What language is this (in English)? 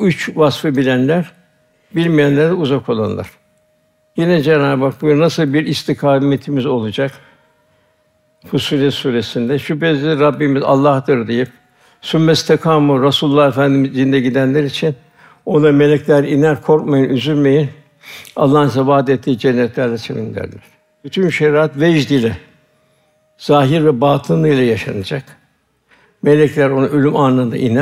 Turkish